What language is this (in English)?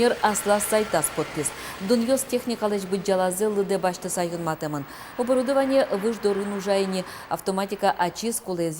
Udmurt